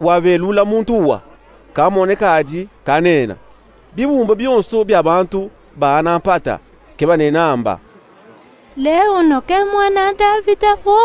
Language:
Luba-Katanga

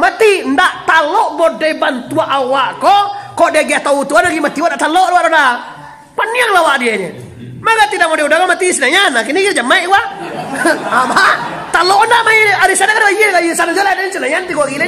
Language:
Minangkabau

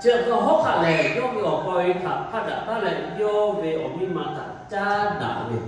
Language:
Lahu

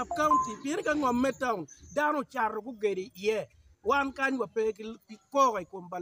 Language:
Acoli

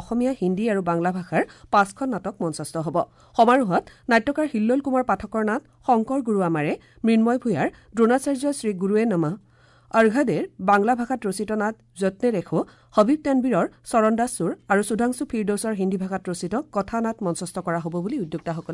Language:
Assamese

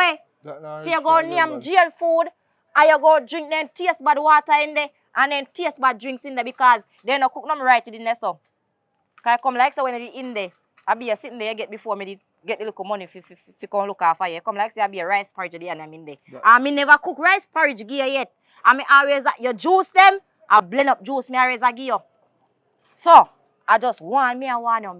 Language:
Jamaican Creole English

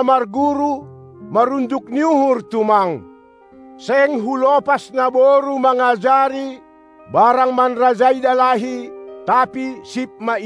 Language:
Batak Simalungun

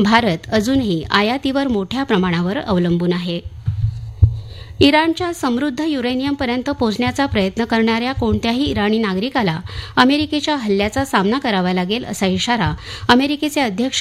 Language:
Marathi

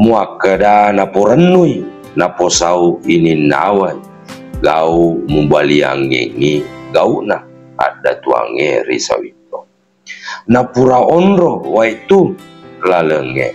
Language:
Buginese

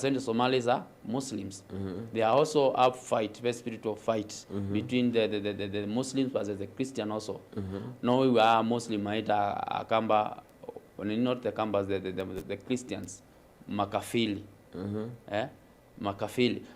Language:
Kamba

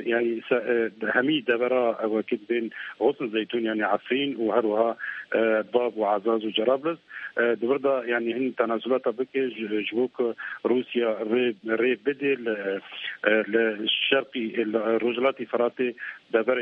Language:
Kurdish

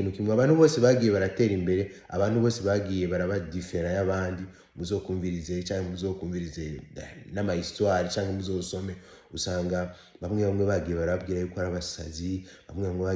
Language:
Rundi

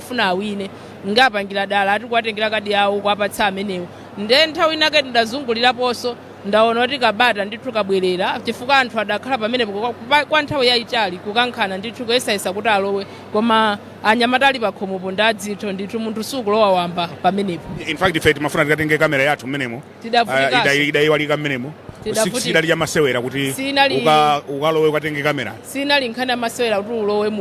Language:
Nyanja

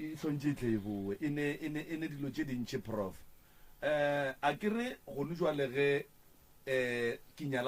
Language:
Northern Sotho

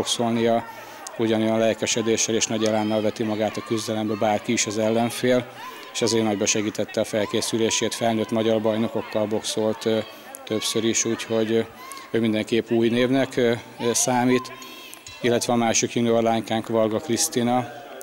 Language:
Hungarian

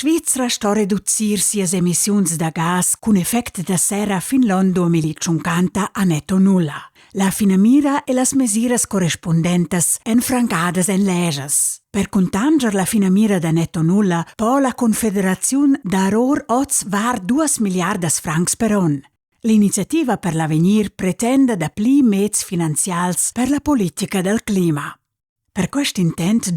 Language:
Romansh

